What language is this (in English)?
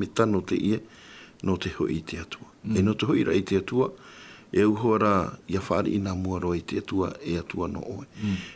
Tahitian